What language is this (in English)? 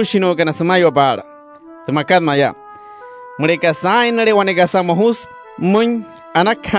Wayuu